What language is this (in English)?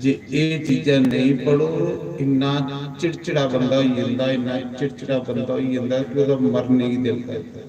Dogri